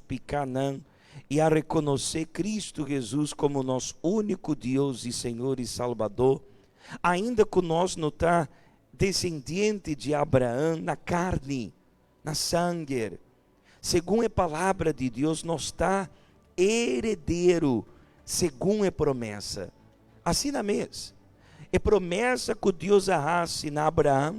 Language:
Papiamento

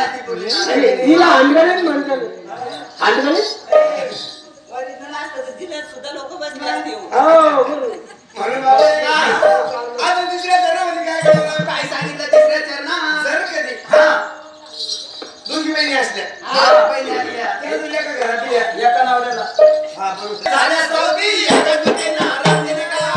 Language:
Marathi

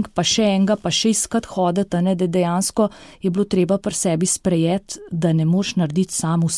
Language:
Slovenian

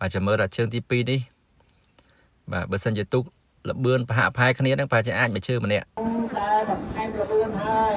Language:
Khmer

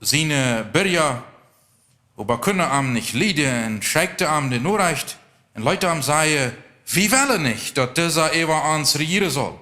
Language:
Plautdietsch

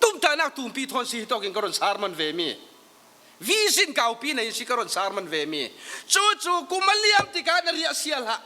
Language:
Falam Chin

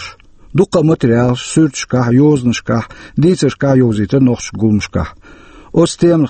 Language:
Chechen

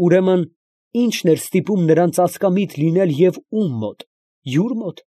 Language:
Armenian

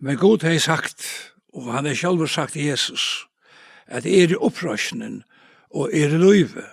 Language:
Faroese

